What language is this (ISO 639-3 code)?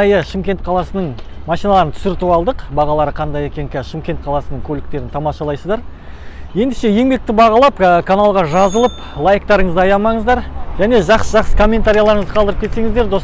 kaz